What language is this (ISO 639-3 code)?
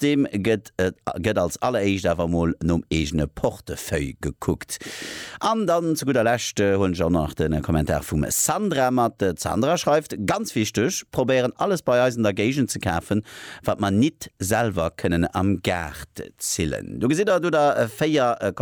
ltz